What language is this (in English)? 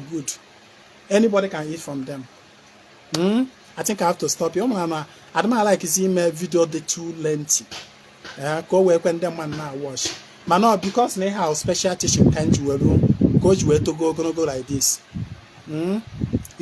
Igbo